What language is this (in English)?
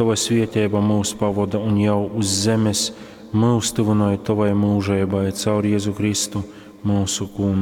Latgalian